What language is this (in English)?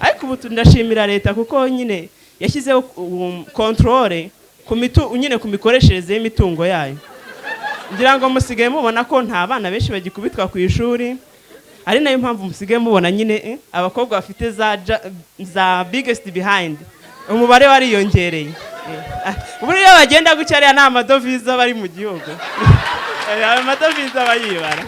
Kinyarwanda